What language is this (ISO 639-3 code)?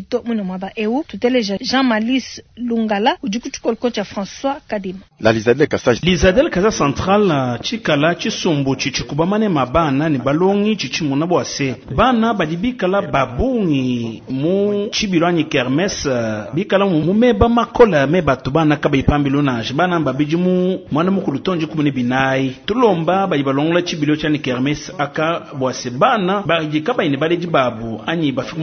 lua